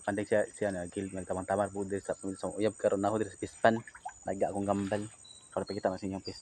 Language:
Cebuano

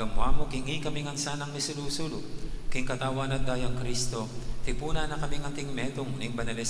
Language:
Pampanga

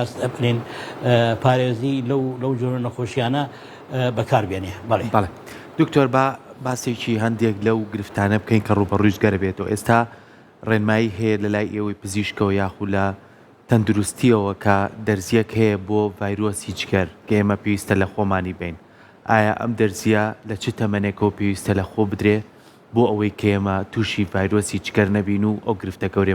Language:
Central Kurdish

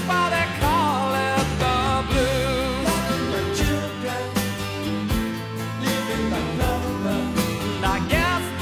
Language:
English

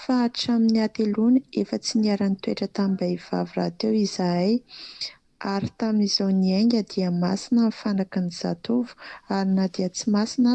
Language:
Malagasy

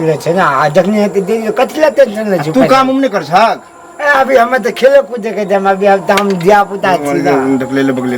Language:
Maithili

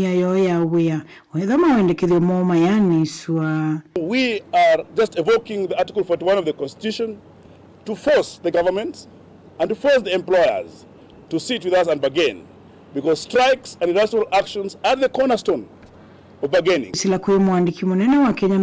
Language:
Kamba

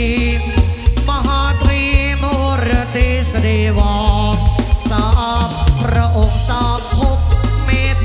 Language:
Thai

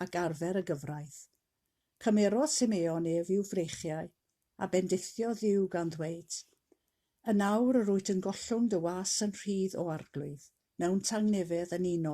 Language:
Welsh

